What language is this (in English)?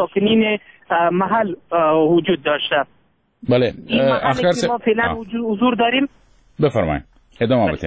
Persian